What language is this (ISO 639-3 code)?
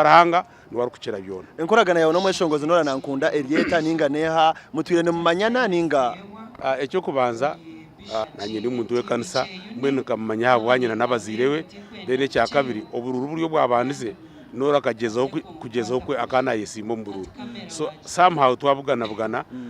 nyn